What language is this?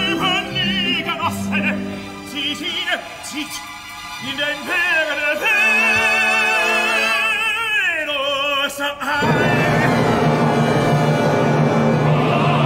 German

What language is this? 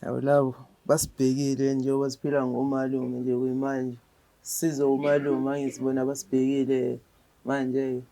Zulu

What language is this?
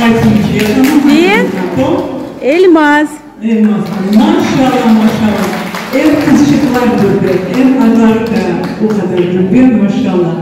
Crimean Tatar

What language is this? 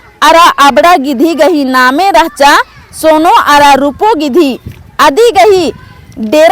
Kurukh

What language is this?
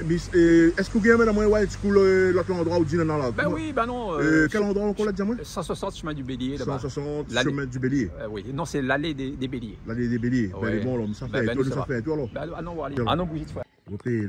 Réunion Creole French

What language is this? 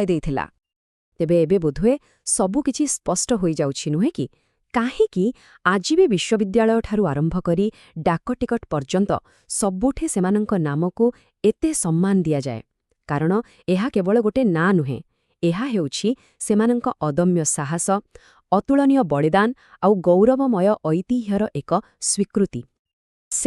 Odia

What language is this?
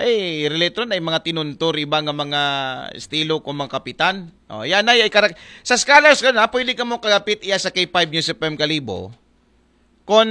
Aklanon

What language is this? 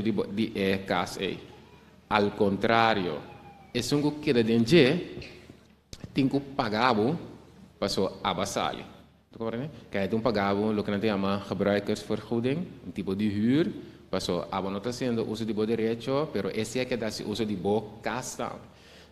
Papiamento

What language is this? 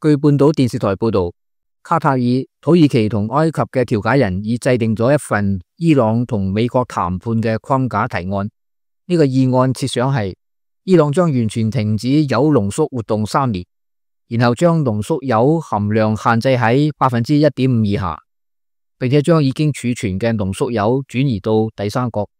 Cantonese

